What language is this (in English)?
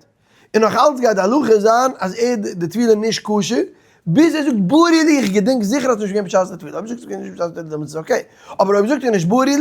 Yiddish